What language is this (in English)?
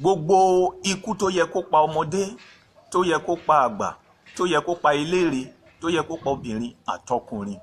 Yoruba